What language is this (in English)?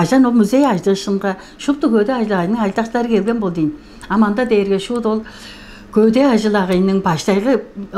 Tuvinian